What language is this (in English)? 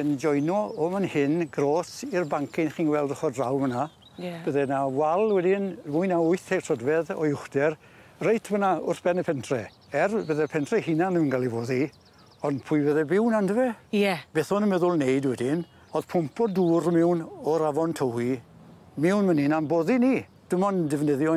Welsh